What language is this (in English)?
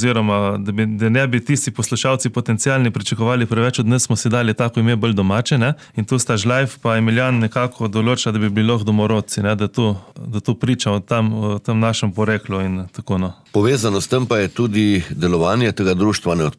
Slovenian